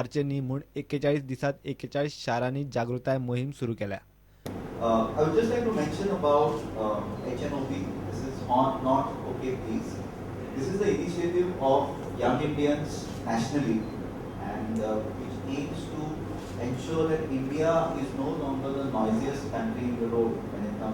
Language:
Konkani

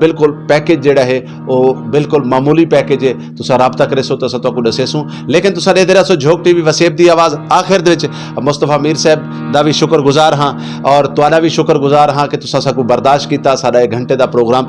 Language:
Saraiki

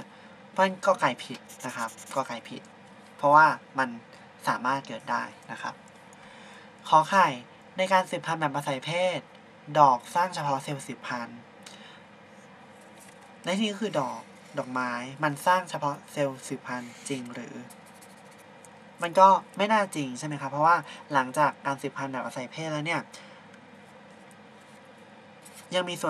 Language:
Thai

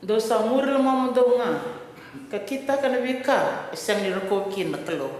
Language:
Fijian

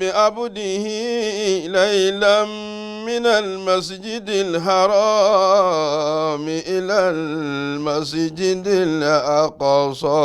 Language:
Yoruba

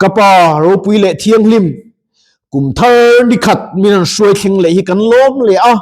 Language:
Mizo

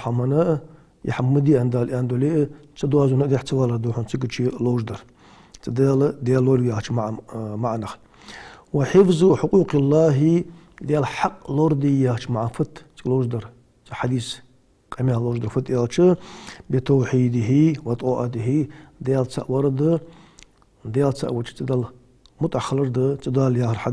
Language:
Ingush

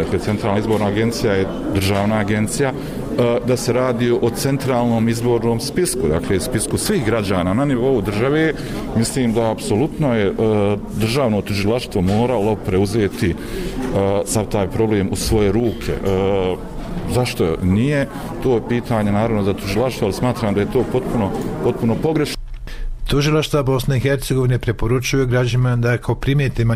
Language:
Bosnian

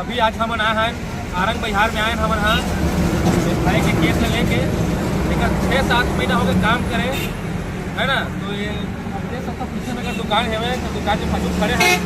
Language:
Chhattisgarhi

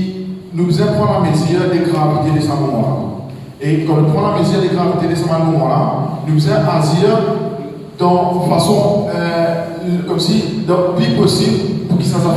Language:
Morisyen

